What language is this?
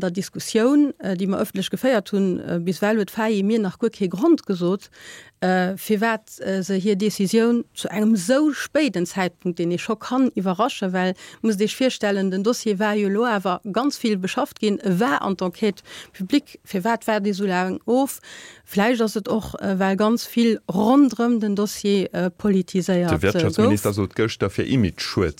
Luxembourgish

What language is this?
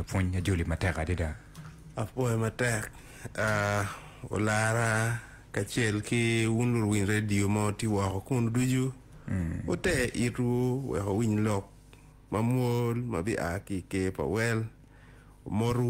Acoli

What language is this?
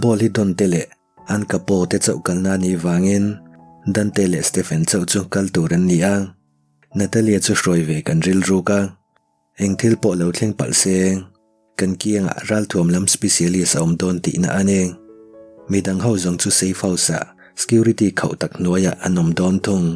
Mizo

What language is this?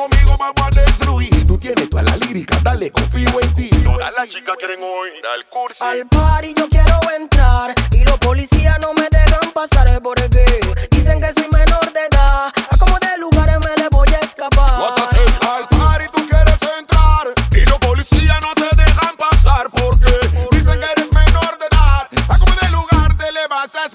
Spanish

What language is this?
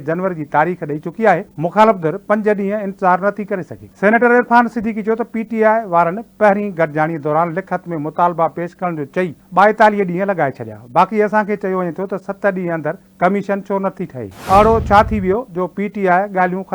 Sindhi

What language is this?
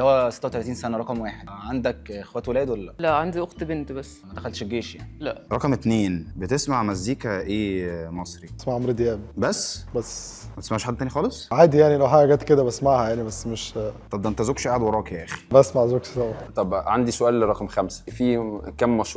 Egyptian Arabic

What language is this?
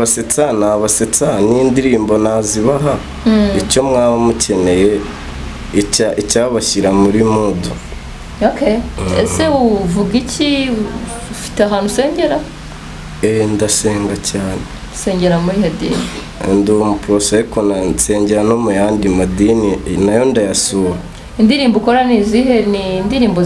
Kinyarwanda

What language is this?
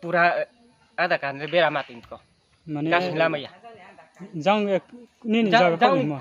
Riang (India)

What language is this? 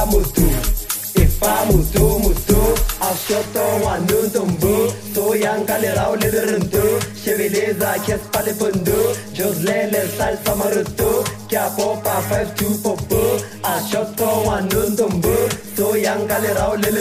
Swahili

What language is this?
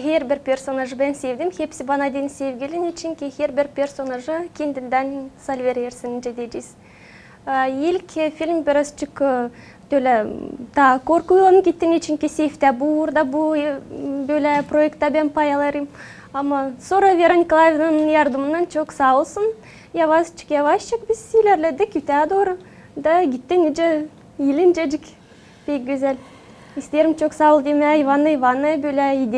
Gagauz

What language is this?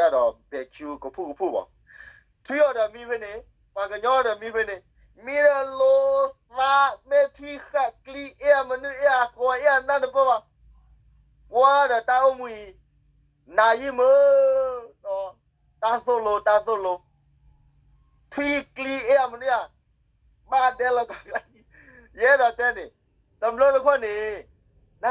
S'gaw Karen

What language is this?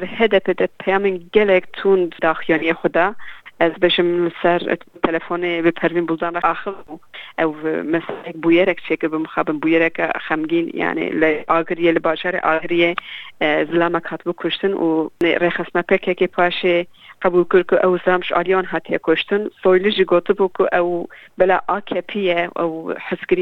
Kurdish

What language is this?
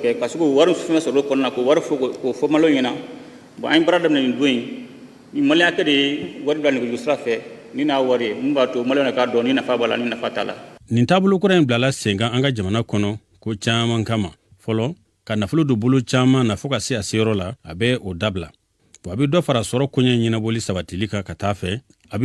Bambara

